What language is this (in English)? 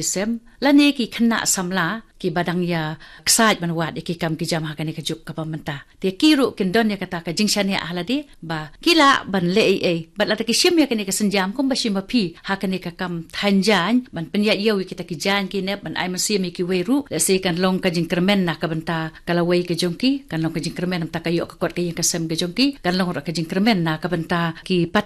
Khasi